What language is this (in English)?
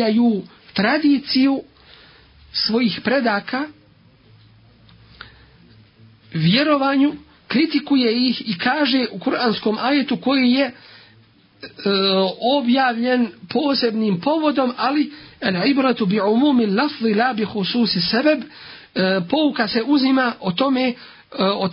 Bosnian